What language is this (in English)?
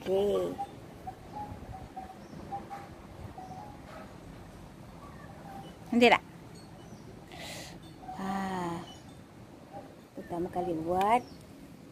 Malay